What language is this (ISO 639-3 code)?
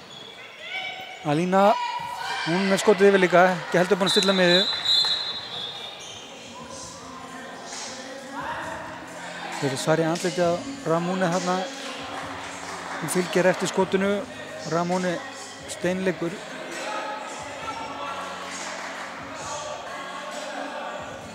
isl